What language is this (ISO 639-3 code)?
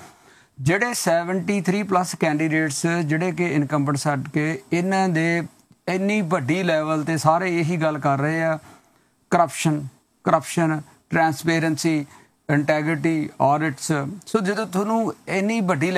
pan